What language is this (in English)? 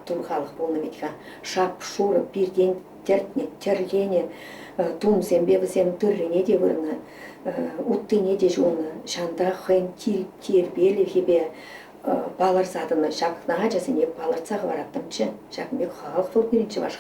Chuvash